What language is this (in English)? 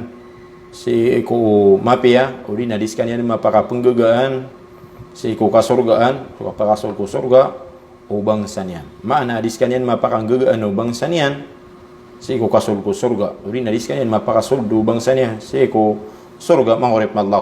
Maranao